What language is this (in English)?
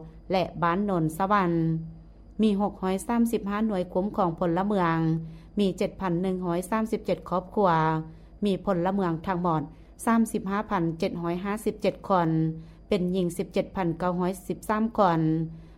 Lao